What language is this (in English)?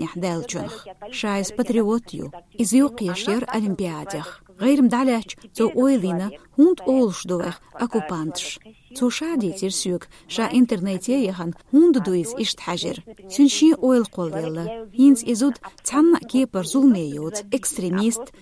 Chechen